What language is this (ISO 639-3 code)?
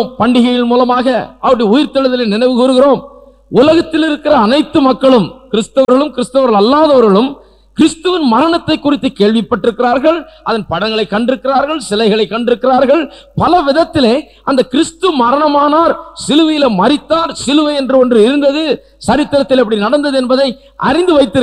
tam